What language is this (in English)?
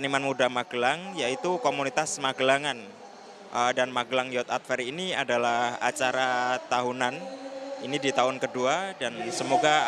Indonesian